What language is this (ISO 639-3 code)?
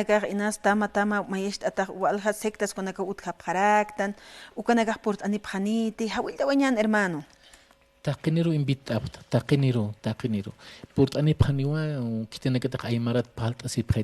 aym